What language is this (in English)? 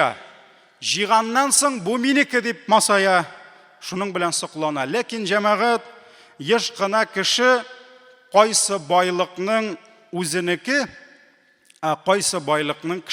Tatar